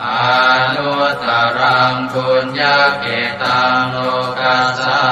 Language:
Pali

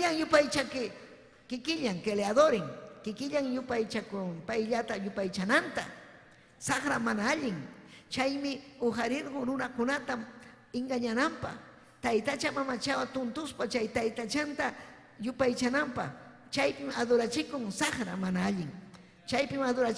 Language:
Ayacucho Quechua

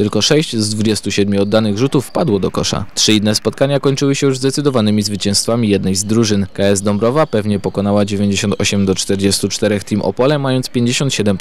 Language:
Polish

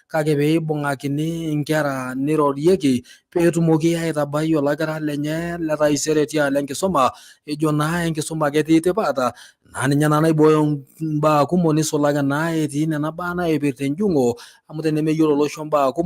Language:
Masai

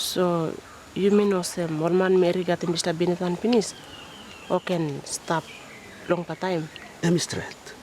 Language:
Tok Pisin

